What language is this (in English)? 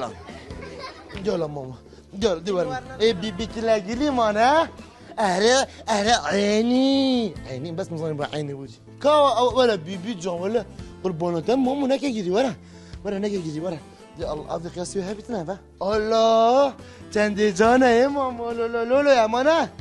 Kurdish